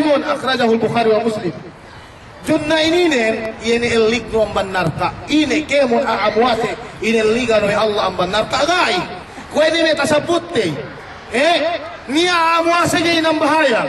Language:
Yakan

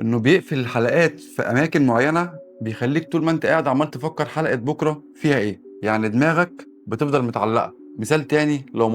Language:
Egyptian Arabic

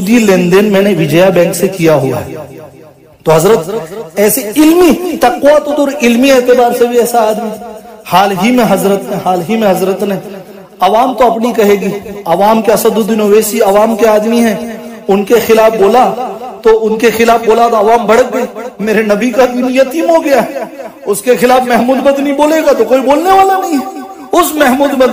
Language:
Urdu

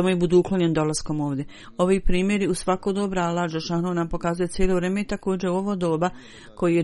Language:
Bosnian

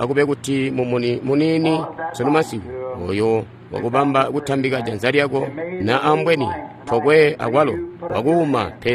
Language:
Tonga (Zambia)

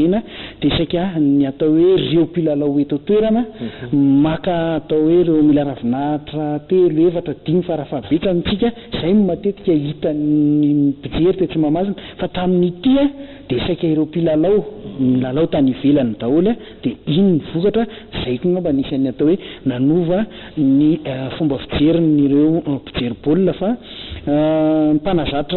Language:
Malagasy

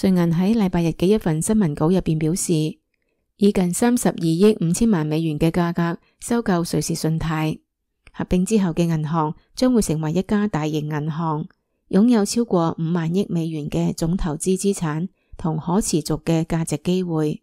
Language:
Cantonese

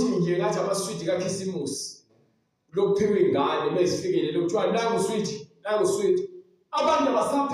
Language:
Zulu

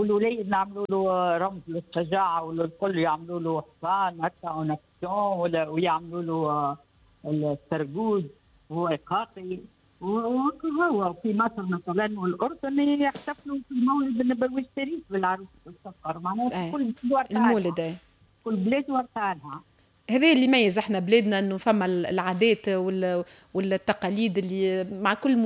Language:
Tunisian Arabic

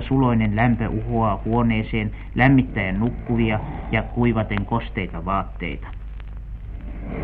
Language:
Finnish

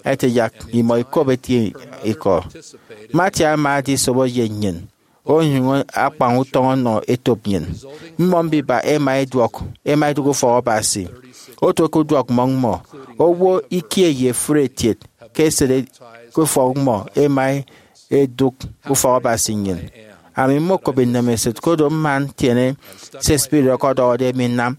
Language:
Efik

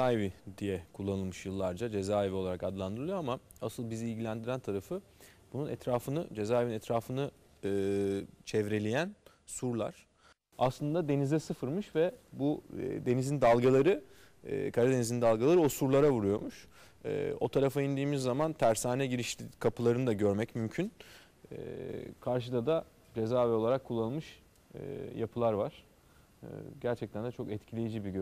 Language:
Turkish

